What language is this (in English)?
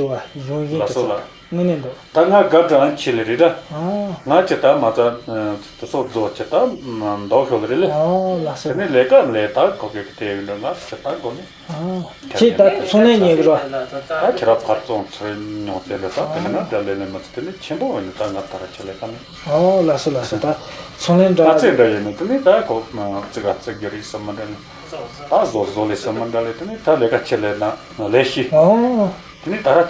Tibetan